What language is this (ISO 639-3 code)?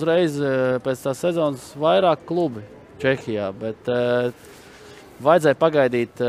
lav